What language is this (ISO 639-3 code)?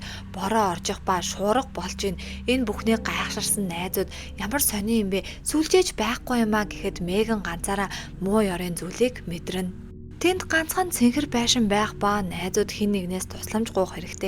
mon